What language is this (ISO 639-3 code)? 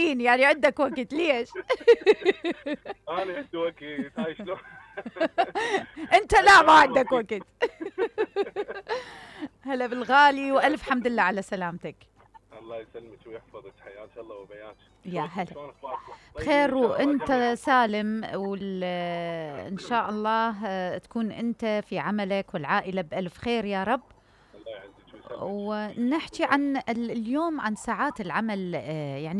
acm